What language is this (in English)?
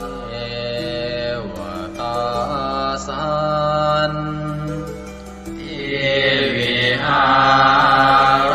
Pali